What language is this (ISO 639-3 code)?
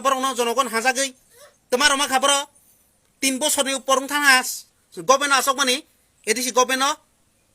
trp